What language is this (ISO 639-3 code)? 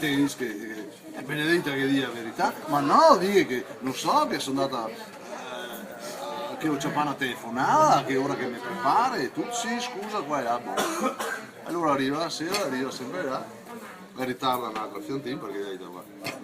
vec